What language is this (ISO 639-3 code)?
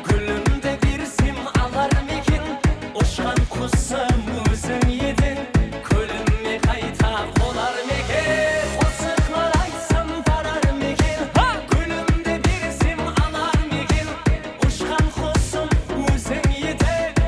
kaa